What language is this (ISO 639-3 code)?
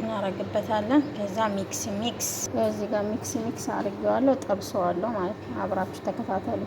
amh